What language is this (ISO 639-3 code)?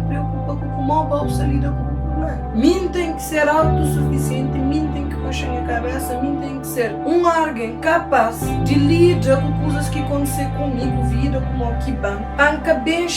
kea